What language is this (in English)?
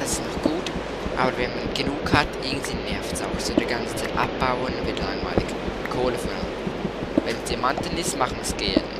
Swiss German